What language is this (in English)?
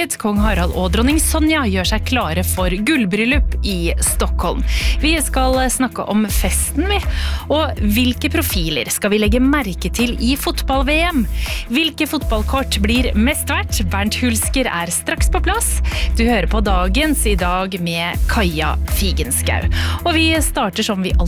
Norwegian